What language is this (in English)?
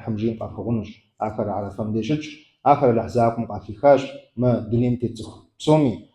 Kabardian